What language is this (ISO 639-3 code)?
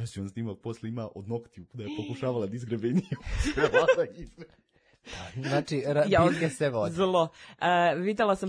srp